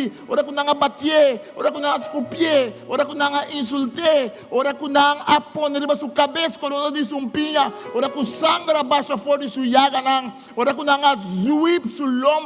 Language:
Papiamento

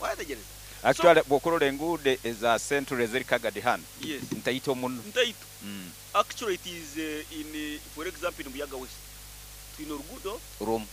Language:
Nyankole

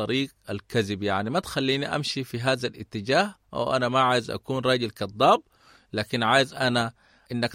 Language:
Sudanese Arabic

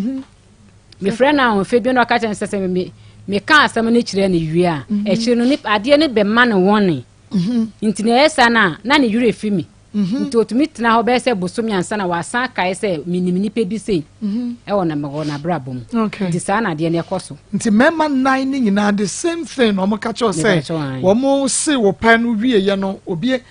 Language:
Akan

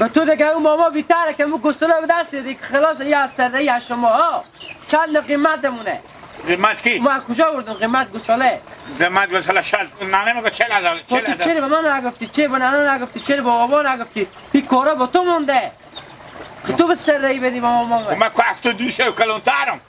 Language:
Hazaragi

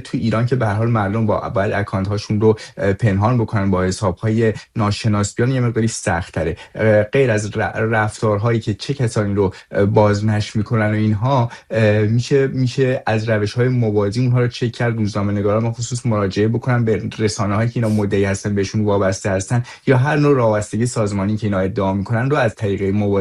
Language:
Persian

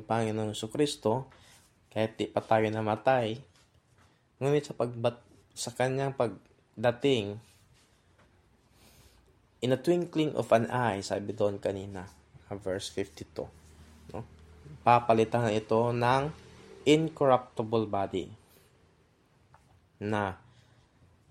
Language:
Filipino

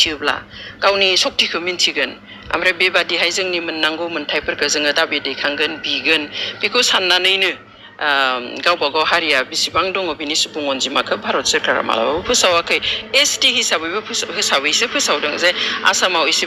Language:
Bodo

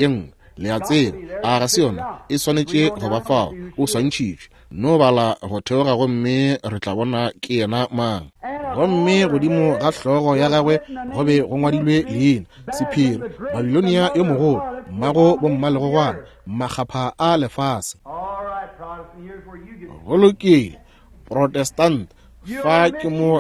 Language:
Northern Sotho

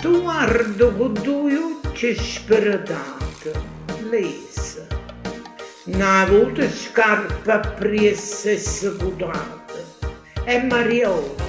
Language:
Neapolitan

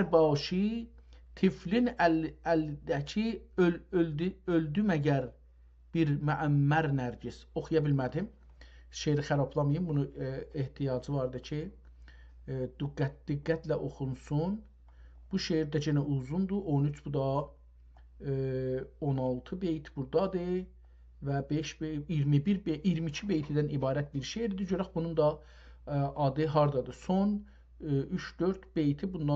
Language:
South Azerbaijani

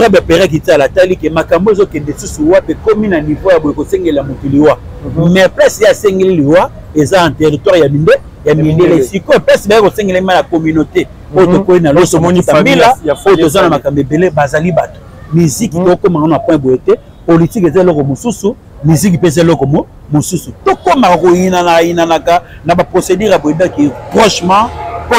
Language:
Lingala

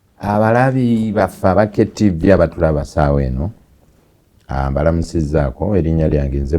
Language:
Ganda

